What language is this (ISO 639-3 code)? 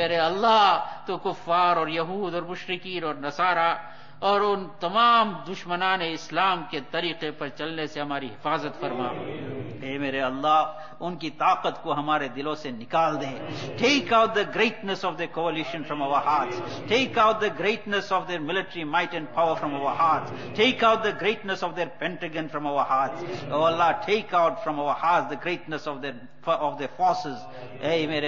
urd